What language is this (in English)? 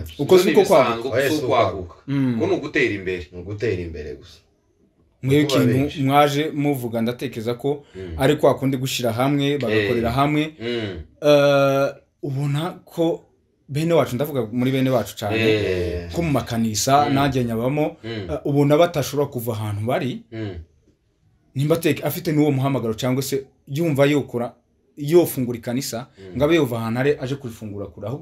Kinyarwanda